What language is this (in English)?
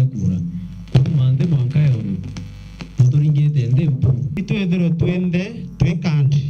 Meru